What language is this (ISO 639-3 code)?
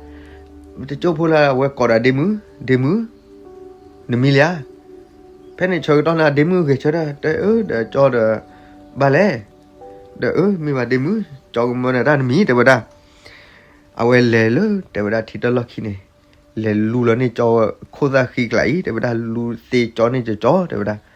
ksw